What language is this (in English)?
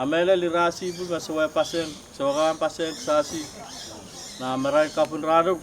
Pohnpeian